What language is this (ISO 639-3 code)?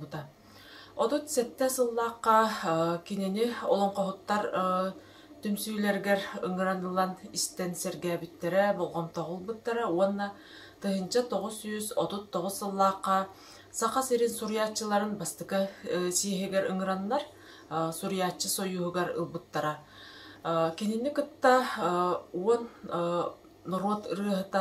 sah